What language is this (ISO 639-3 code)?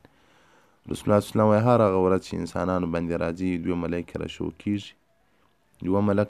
pus